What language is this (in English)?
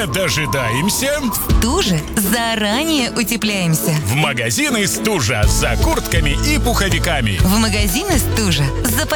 Russian